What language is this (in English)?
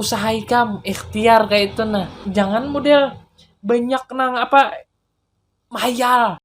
Banjar